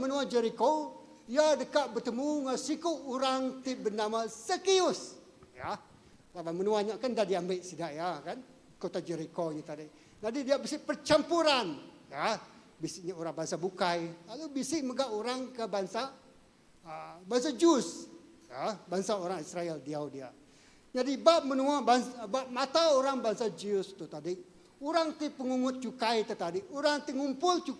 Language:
Iban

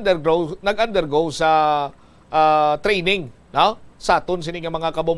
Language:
Hiligaynon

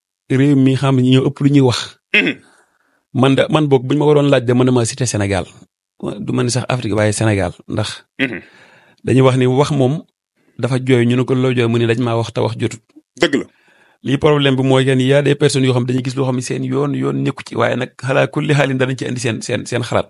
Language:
Wolof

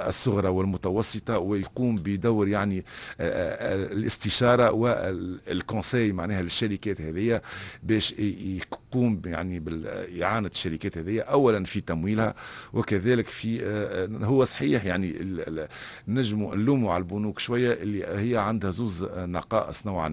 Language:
Tunisian Arabic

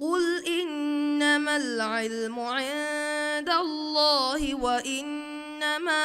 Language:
Divehi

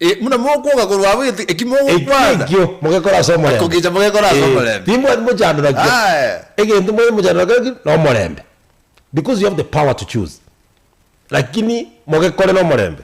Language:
Gusii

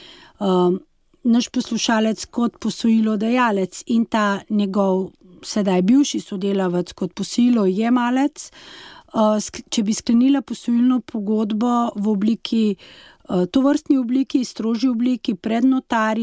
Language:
Slovenian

